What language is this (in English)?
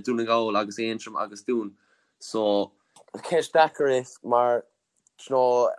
Irish